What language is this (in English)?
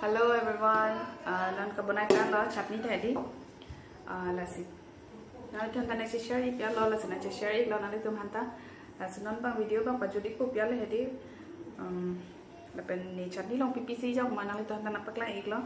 Karbi